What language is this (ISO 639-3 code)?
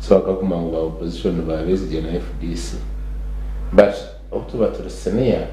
nyn